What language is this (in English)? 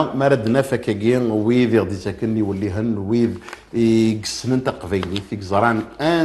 Kabyle